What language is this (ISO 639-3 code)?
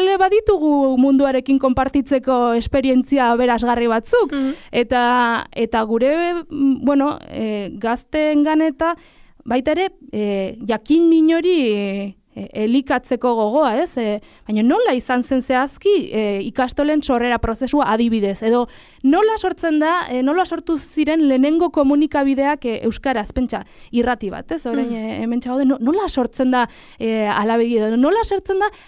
eus